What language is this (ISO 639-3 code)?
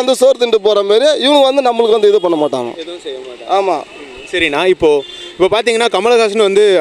tam